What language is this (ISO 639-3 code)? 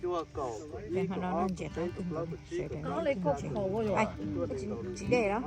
hmn